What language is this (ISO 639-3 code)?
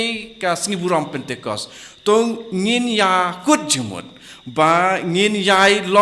kha